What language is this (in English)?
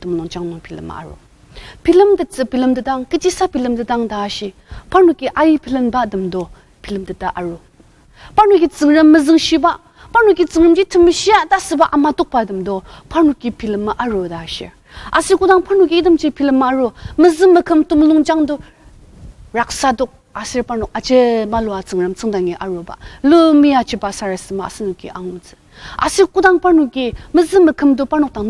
Ao Naga